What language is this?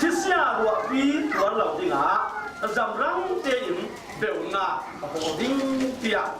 Falam Chin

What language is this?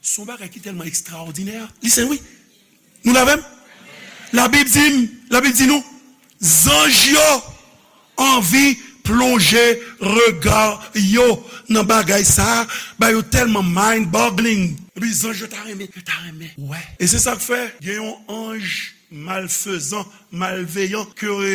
Haitian Creole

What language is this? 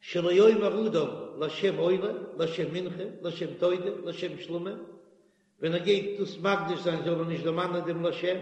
Yiddish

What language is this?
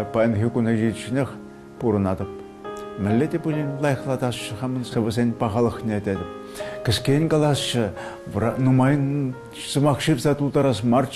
Chuvash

